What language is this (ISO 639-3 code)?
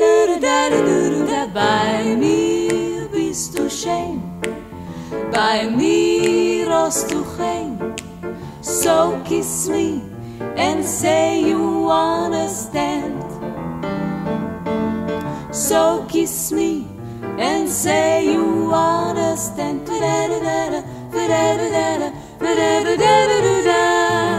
heb